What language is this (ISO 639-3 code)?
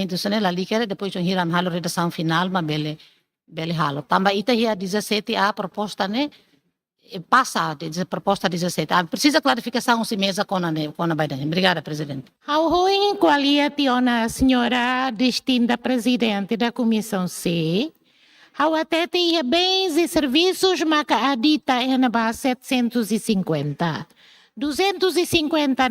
tet